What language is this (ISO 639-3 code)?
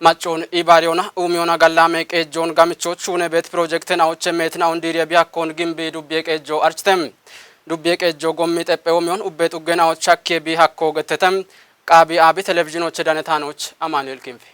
kbr